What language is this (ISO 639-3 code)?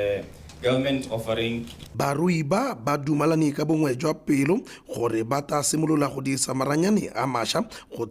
tsn